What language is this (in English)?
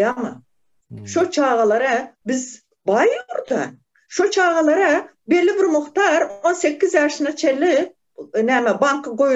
Turkmen